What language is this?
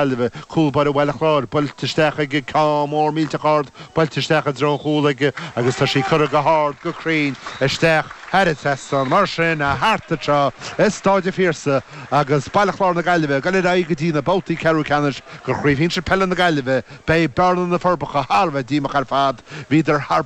Irish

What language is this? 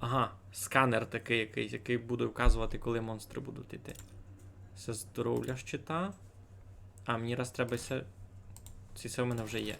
Rusyn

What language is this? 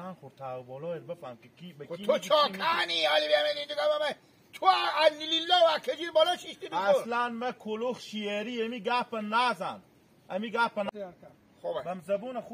Hazaragi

